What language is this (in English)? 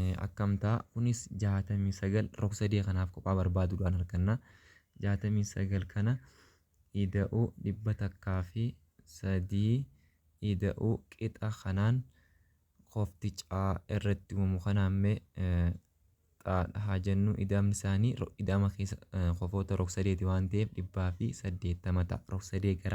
Oromo